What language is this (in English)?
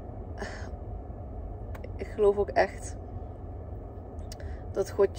Dutch